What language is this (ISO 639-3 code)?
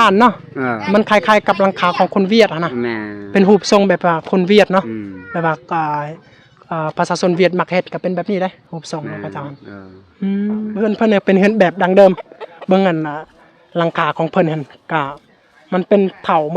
lao